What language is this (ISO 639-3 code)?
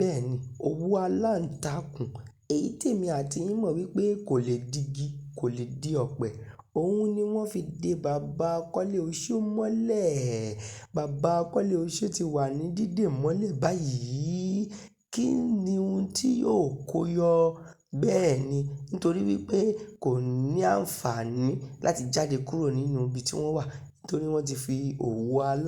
yor